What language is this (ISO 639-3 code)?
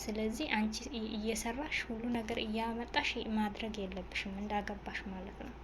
amh